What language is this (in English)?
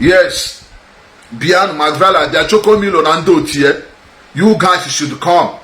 Igbo